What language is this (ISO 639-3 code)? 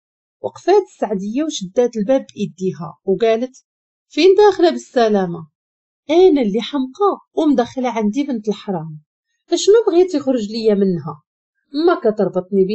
ary